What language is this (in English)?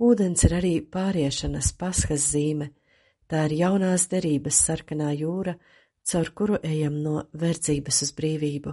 Latvian